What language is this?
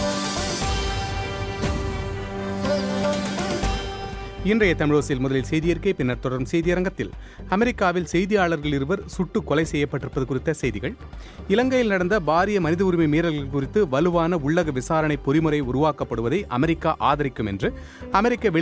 Tamil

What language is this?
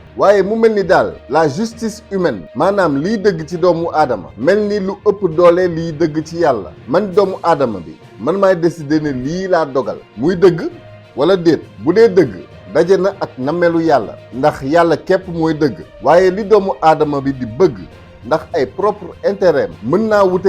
Wolof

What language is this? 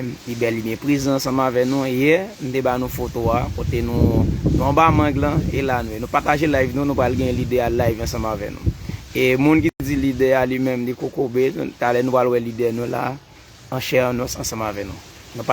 Haitian Creole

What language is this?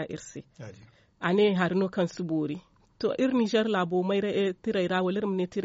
Zarma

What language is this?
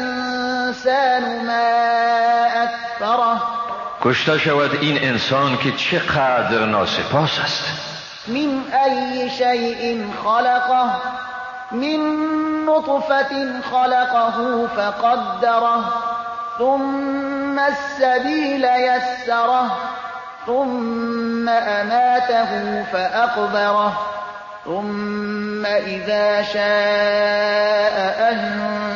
Persian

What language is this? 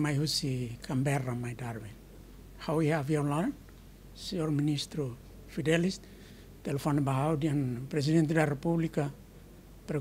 Tetum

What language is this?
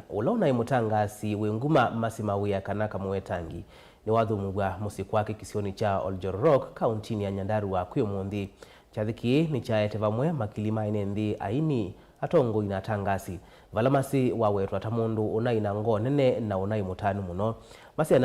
Kamba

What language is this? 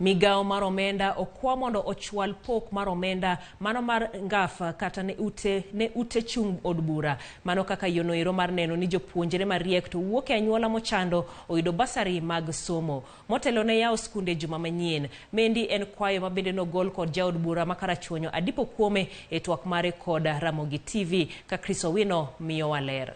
Luo (Kenya and Tanzania)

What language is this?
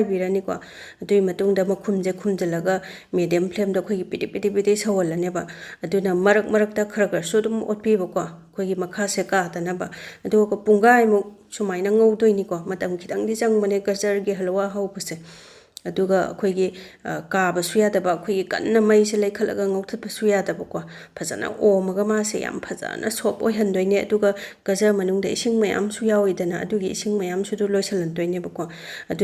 Manipuri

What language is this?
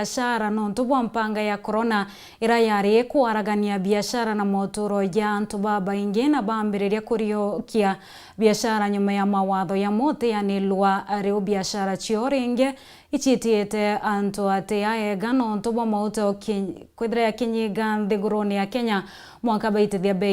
Meru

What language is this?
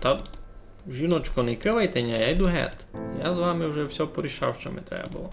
Rusyn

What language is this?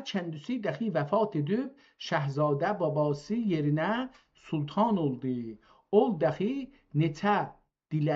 South Azerbaijani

